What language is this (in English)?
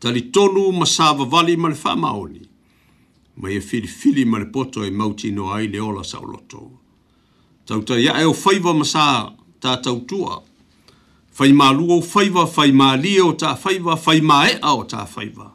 Samoan